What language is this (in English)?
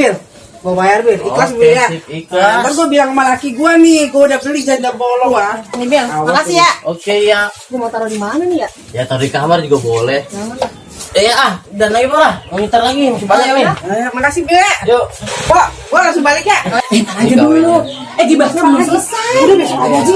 Betawi